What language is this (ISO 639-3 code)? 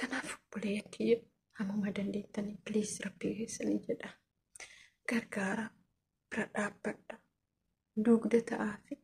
orm